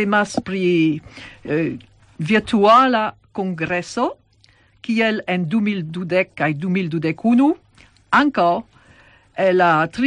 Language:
Esperanto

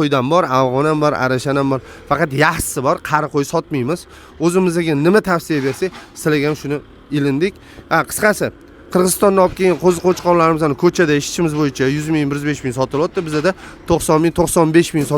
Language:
Uzbek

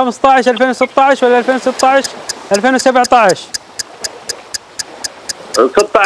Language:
Arabic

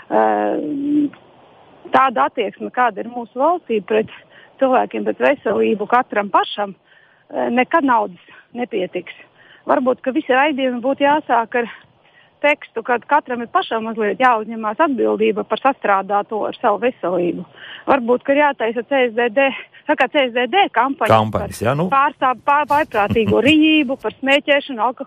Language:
Latvian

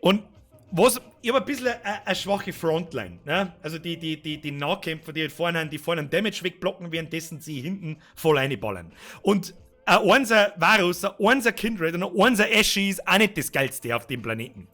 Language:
Bavarian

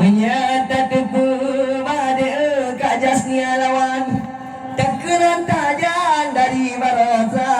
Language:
Achinese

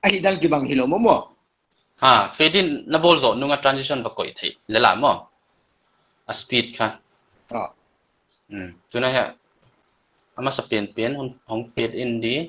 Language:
Paite Chin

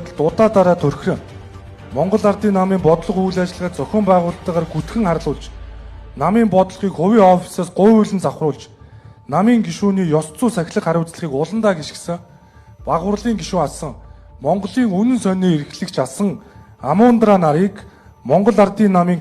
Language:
Mongolian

